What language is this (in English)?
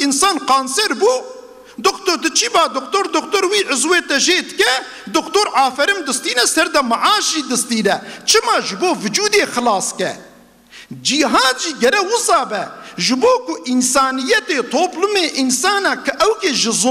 Kurdish